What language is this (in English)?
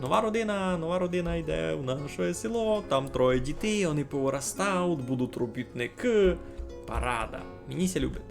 Rusyn